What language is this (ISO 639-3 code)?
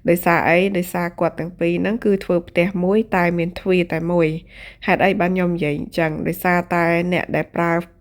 khm